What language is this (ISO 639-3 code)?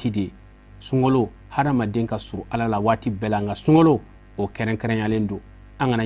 bam